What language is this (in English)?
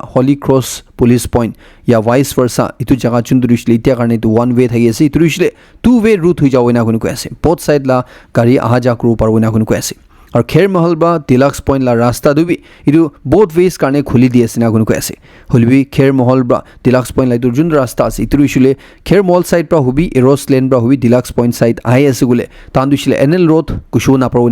Naga Pidgin